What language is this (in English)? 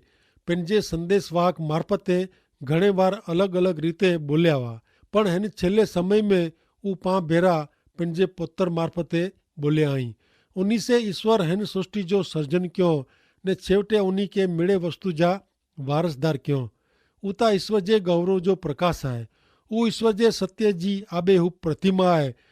Kachhi